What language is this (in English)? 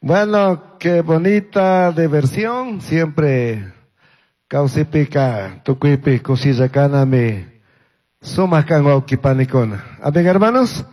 Chimborazo Highland Quichua